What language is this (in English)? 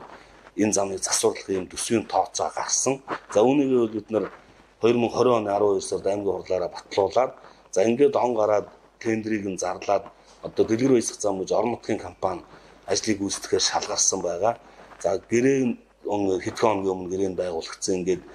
Mongolian